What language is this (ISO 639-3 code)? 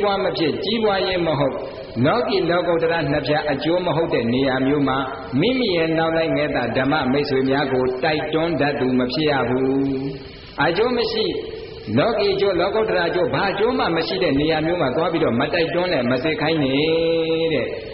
mya